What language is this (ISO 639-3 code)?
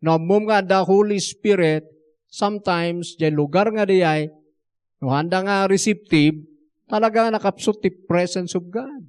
ilo